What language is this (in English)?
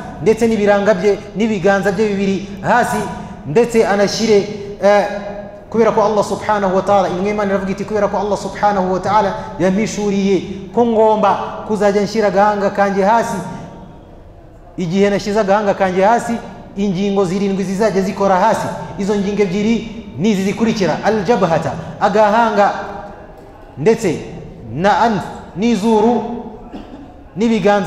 Kinyarwanda